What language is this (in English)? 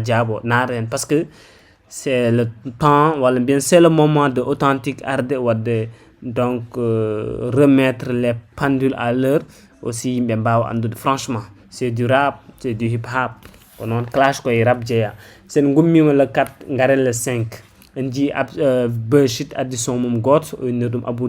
Fula